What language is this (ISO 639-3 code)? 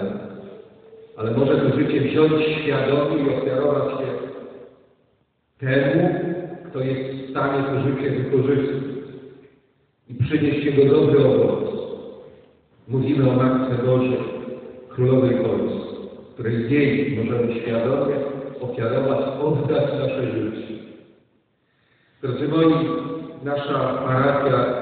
pol